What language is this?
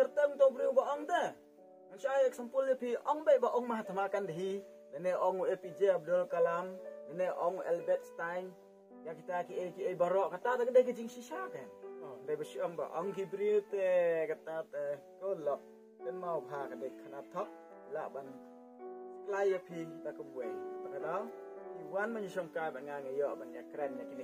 Khasi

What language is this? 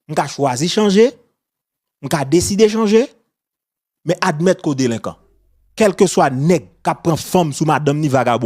Haitian Creole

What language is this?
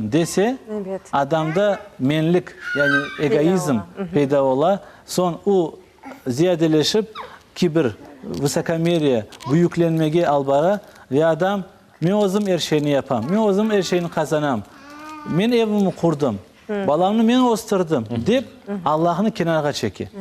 Crimean Tatar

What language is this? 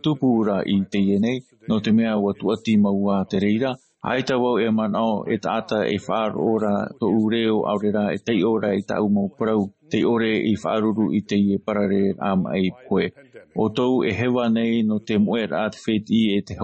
Tahitian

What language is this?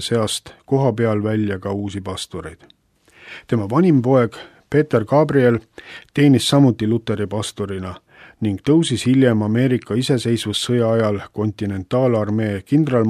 Estonian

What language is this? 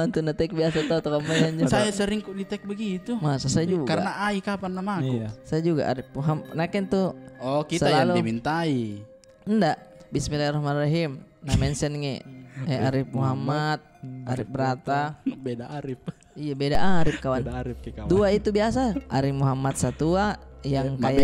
Makassar Malay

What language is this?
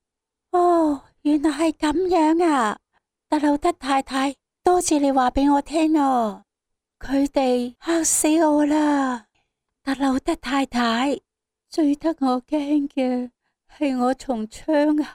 Cantonese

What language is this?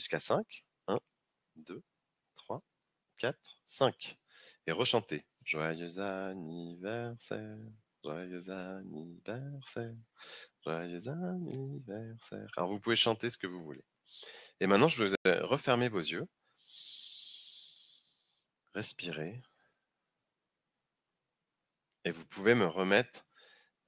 French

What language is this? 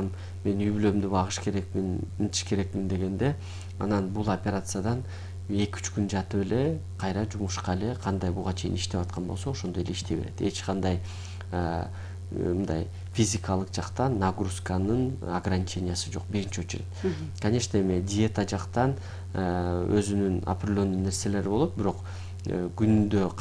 Kyrgyz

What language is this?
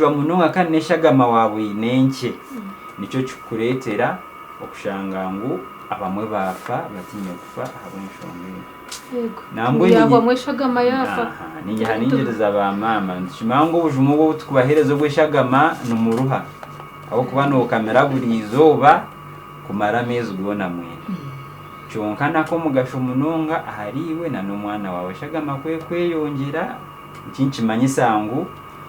Nyankole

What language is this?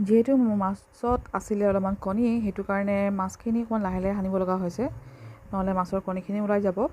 Assamese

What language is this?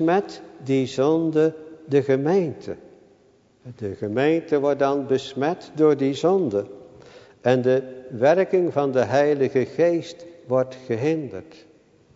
Dutch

